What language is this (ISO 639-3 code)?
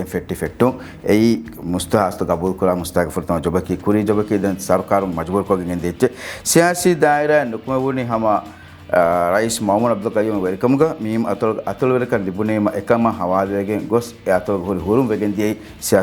div